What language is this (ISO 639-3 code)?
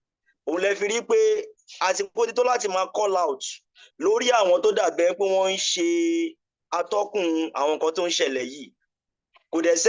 yor